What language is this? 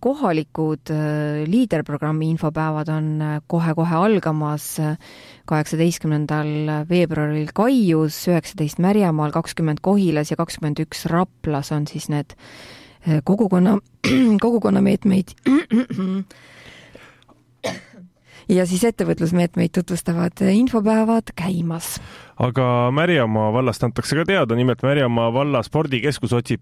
Estonian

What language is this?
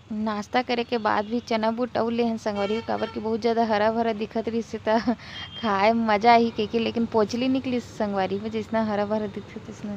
Chhattisgarhi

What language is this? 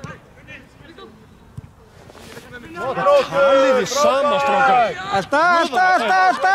Icelandic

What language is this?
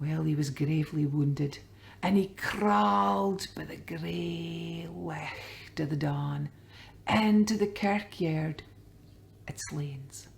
Scots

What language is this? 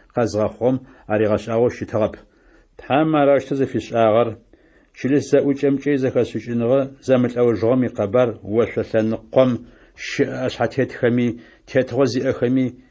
Adyghe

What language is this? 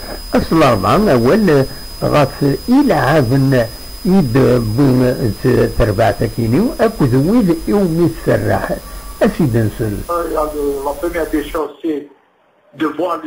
Kabyle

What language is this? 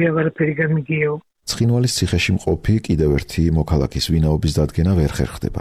Georgian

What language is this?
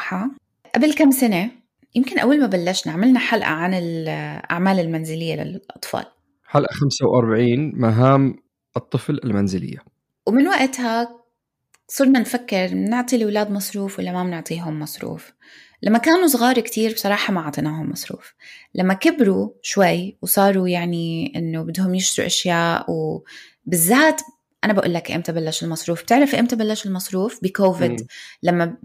North Levantine Arabic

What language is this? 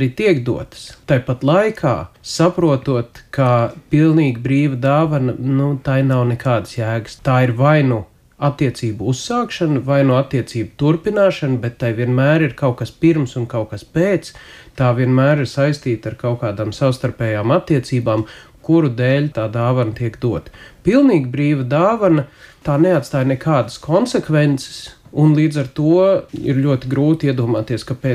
Latvian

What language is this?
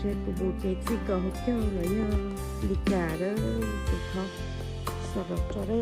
Hmong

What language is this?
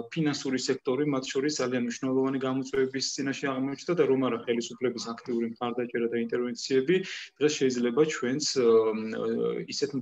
Georgian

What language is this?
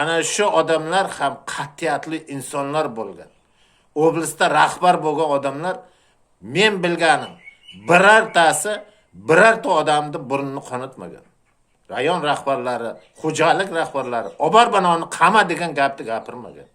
Uzbek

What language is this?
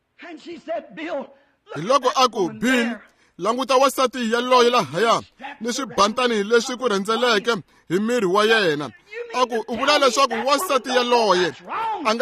Tsonga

